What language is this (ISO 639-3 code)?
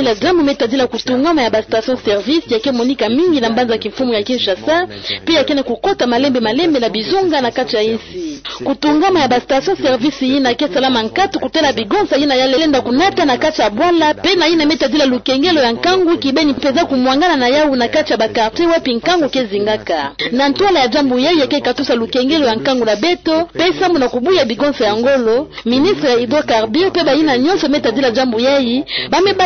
ktu